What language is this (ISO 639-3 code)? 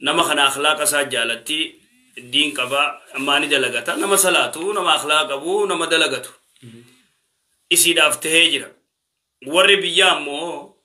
orm